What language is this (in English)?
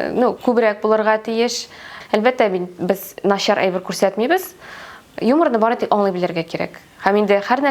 Tatar